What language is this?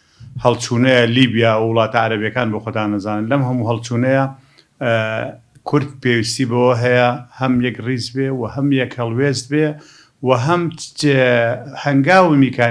Central Kurdish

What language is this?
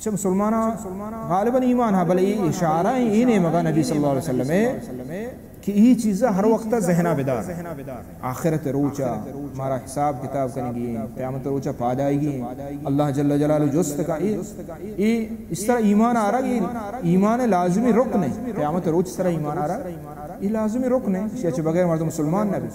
Baluchi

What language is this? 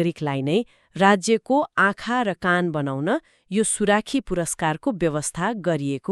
Nepali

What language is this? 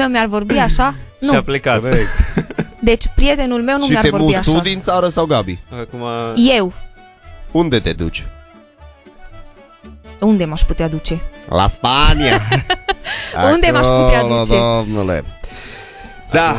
Romanian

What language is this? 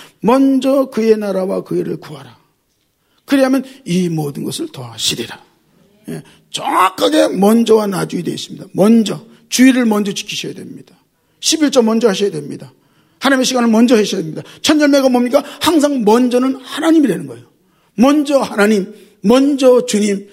Korean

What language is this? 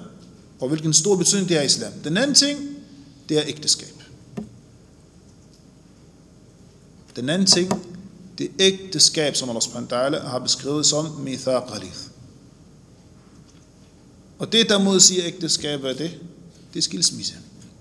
Danish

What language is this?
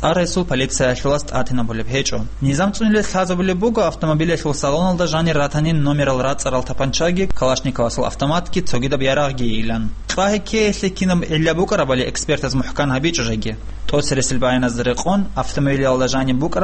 Avaric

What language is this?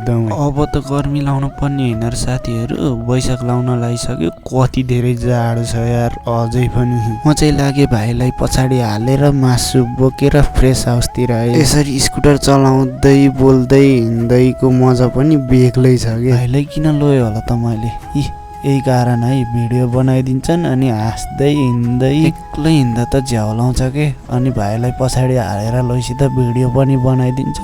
Nepali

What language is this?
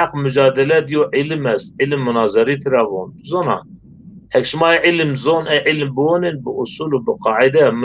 Zaza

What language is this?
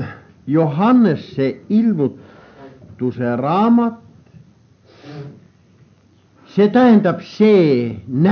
Estonian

